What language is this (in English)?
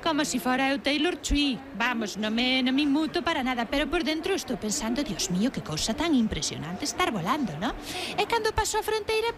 Galician